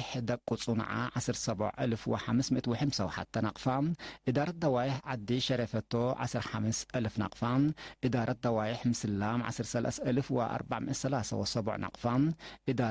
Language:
Tigre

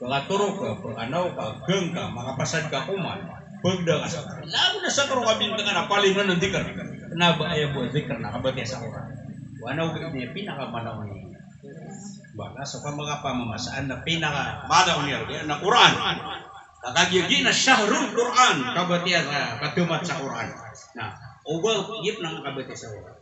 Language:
Maranao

